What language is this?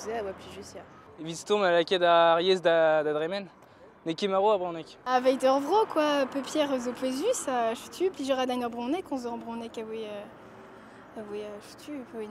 Breton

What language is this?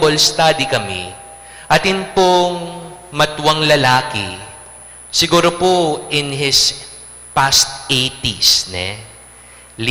Pampanga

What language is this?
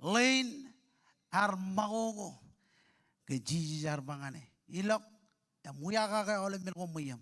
Marshallese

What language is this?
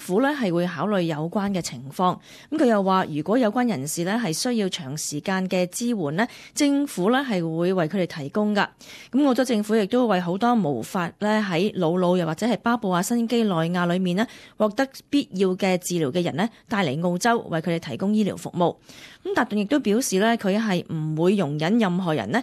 Cantonese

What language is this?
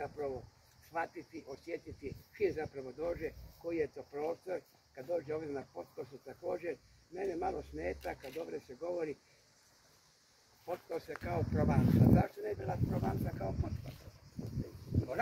Croatian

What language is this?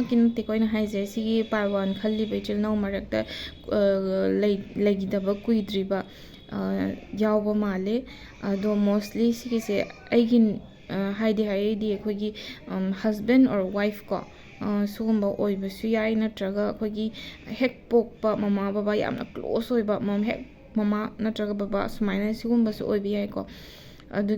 Manipuri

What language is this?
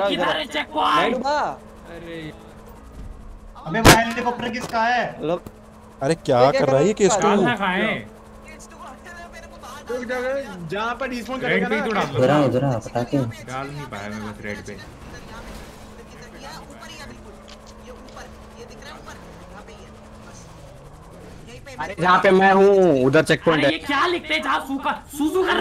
Hindi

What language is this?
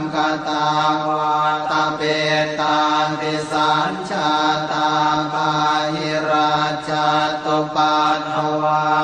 Pali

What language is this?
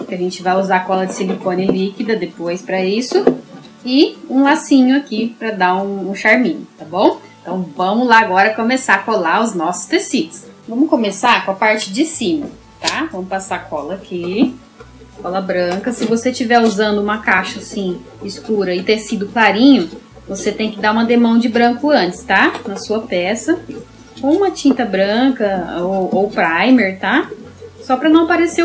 Portuguese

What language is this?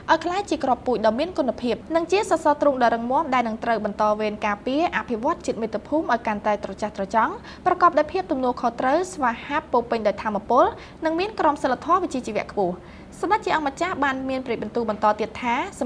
Khmer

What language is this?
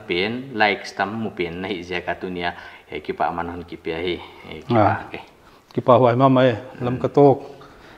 Paite Chin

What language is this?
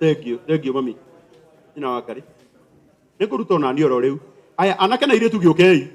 Kikuyu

